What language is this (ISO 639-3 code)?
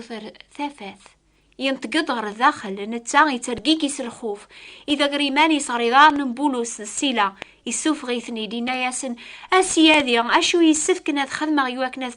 kab